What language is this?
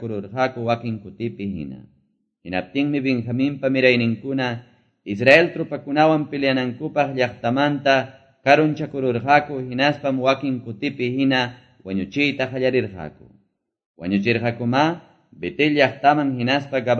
Quechua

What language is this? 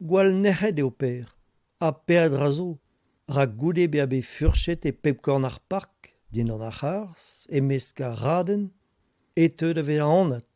Breton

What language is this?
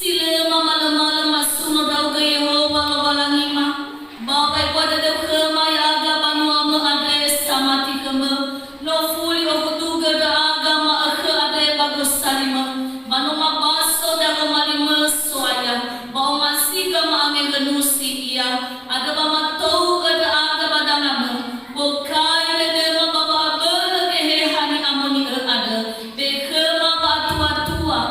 Nias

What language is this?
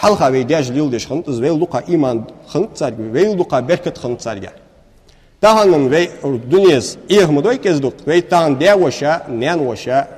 Ingush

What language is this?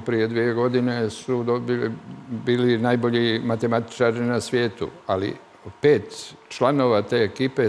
Serbian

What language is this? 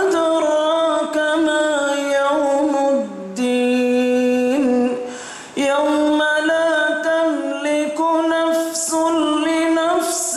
Divehi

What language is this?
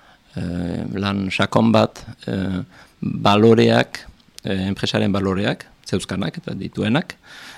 Basque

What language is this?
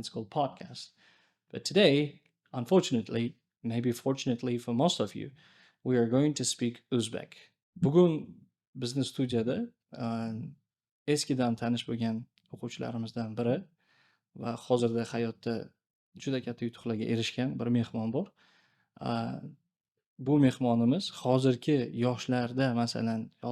Uzbek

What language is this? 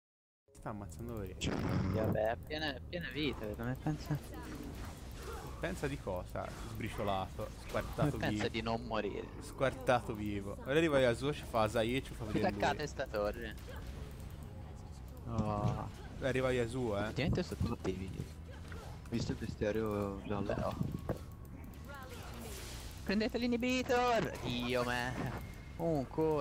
Italian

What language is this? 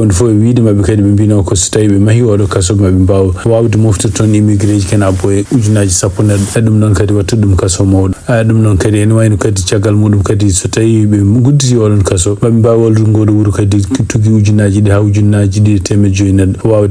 Fula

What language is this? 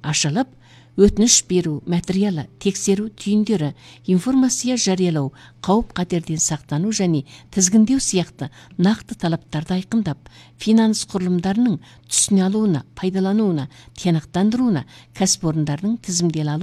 Kazakh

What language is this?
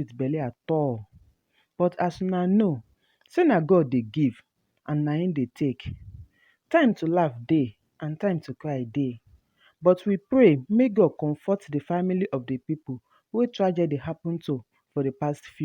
Nigerian Pidgin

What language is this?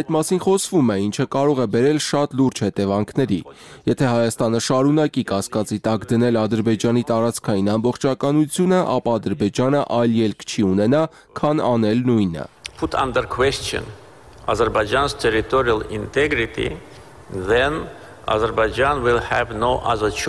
Armenian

